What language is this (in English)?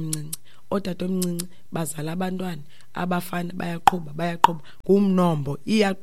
Xhosa